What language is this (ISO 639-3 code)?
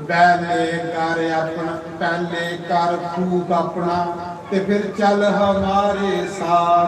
doi